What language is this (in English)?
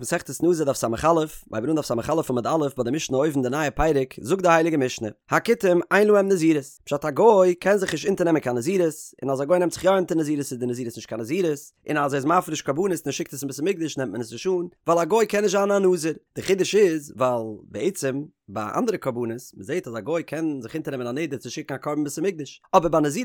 Yiddish